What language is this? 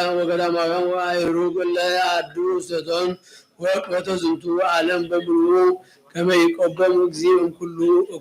Geez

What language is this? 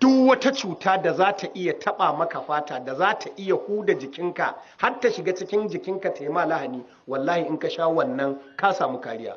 Hausa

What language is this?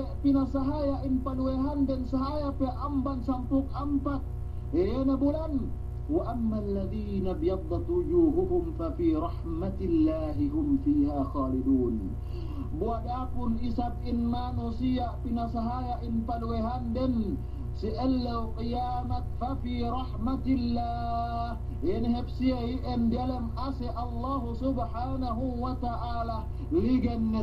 Yakan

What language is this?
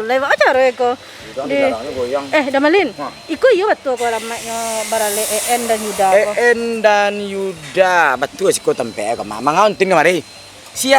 Minangkabau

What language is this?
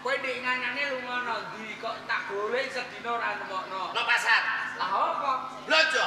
Javanese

